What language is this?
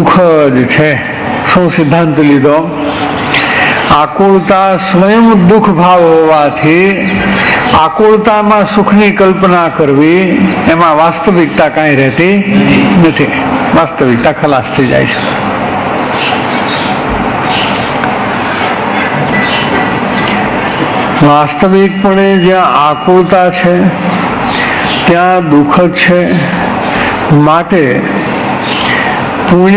Gujarati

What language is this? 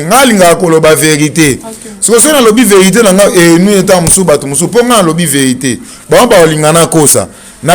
Lingala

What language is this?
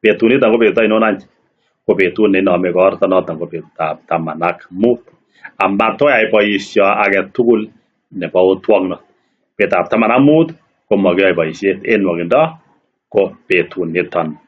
Kalenjin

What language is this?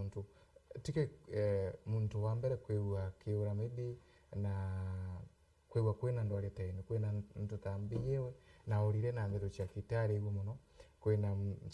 Meru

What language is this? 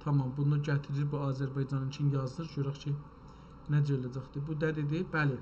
South Azerbaijani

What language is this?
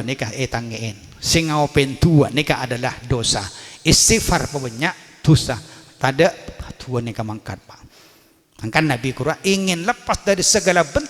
Madurese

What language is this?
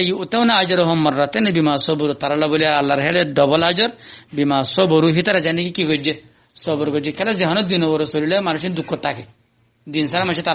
Rohingya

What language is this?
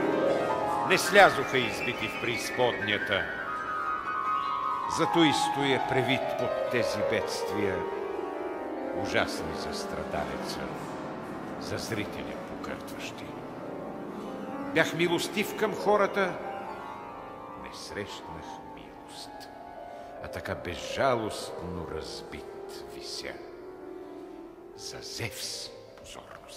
Bulgarian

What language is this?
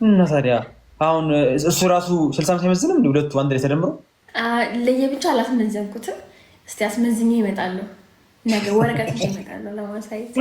Amharic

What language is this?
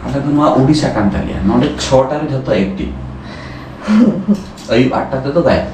Santali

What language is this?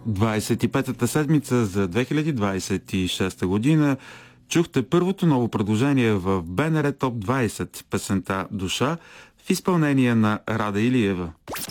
Bulgarian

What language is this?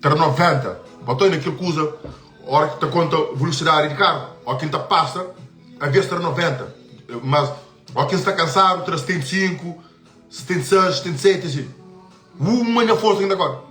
Kabuverdianu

